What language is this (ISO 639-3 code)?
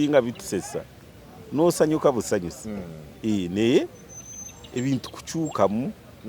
lug